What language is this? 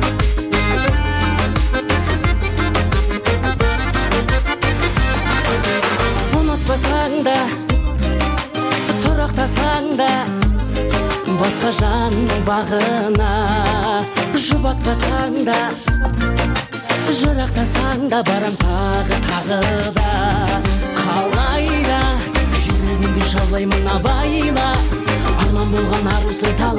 Kazakh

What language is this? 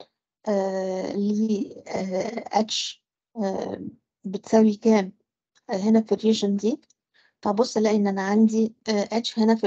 Egyptian Arabic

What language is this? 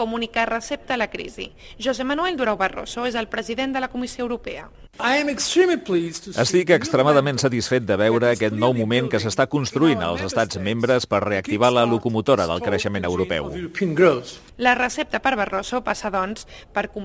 Catalan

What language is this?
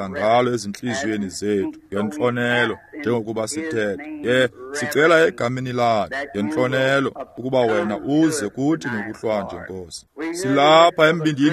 Xhosa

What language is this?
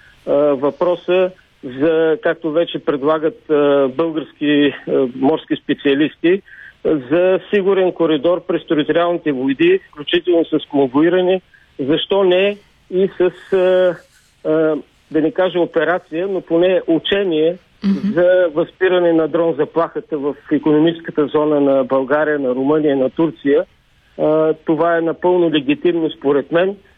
Bulgarian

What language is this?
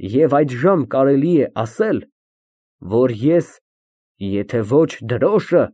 Armenian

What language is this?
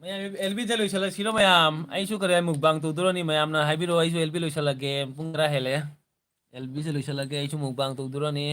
Manipuri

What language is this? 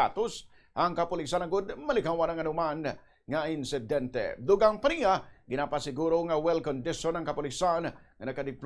Hiligaynon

